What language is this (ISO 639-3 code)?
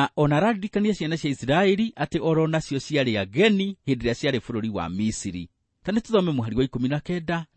kik